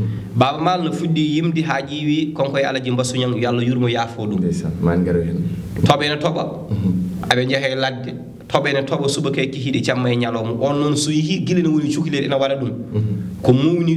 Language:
Fula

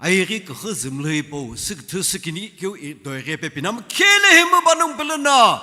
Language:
Sumi Naga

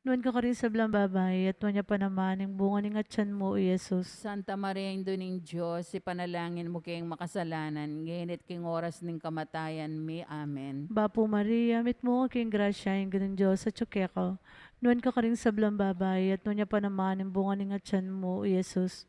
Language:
Pampanga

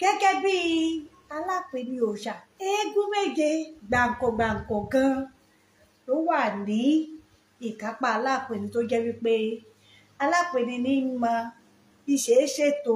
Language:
Yoruba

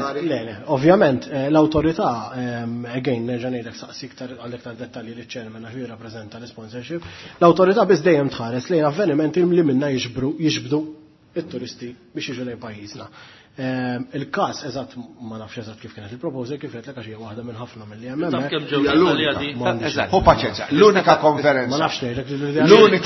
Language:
Maltese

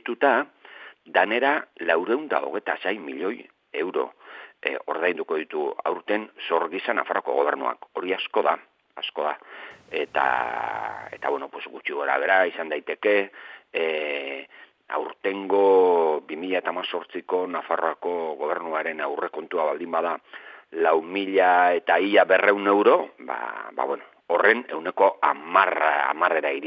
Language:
Basque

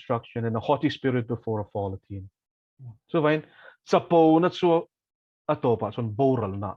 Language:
Mizo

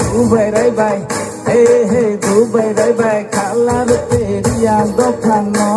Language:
Riang (India)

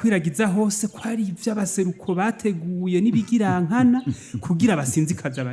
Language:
Rundi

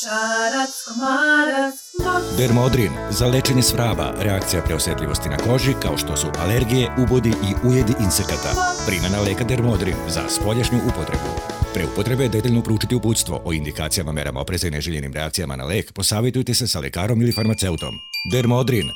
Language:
Serbian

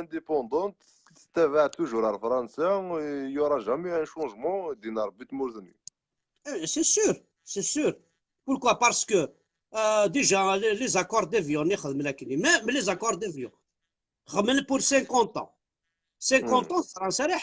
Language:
Kabyle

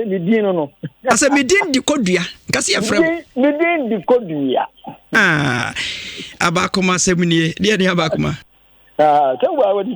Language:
Akan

